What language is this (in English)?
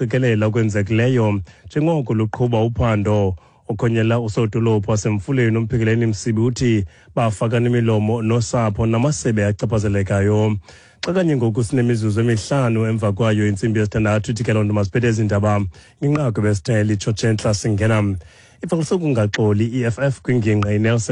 Xhosa